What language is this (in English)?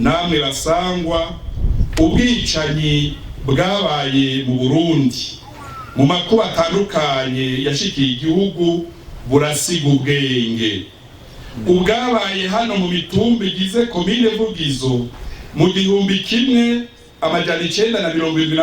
Rundi